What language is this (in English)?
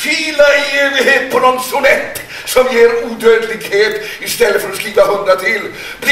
Swedish